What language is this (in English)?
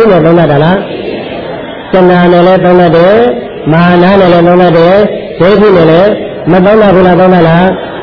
Burmese